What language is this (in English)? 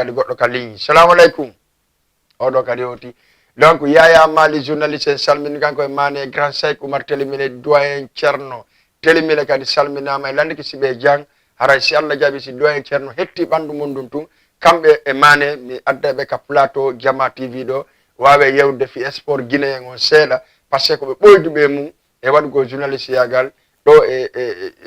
Fula